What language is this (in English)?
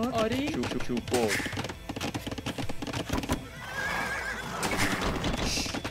Persian